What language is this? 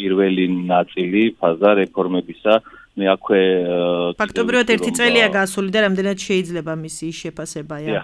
Georgian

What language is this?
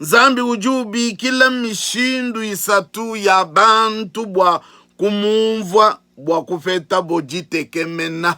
Luba-Lulua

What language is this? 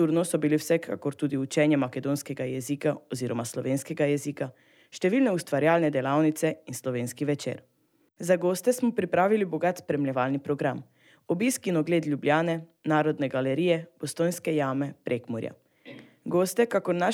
Slovenian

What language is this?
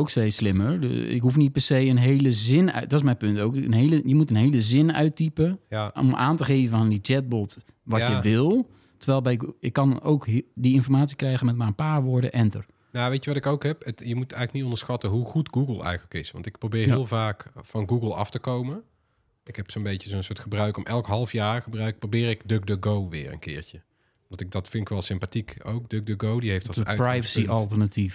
Dutch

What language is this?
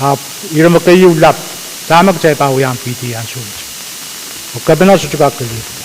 Pohnpeian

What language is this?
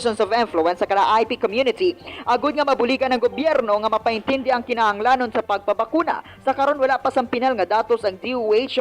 Hiligaynon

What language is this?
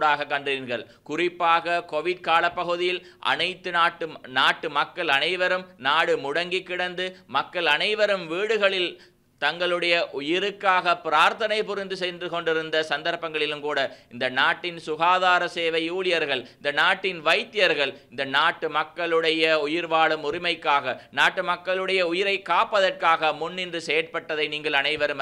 Tamil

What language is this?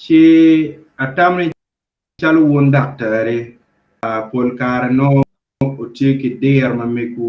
Acoli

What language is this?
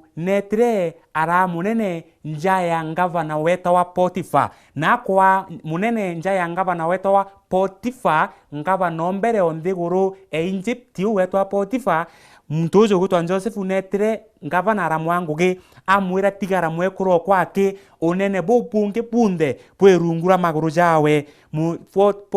Meru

